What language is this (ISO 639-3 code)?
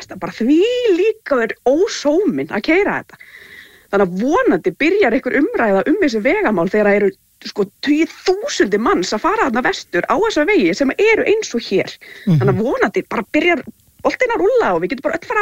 isl